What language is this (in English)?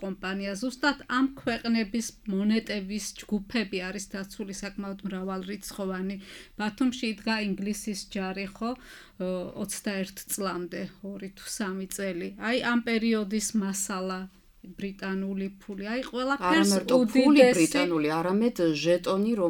Georgian